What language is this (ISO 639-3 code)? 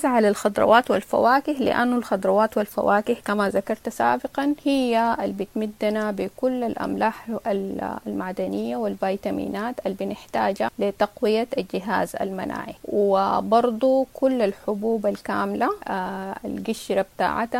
apd